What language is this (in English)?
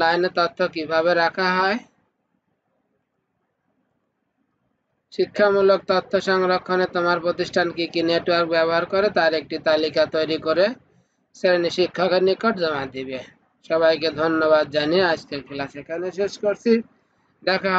Bangla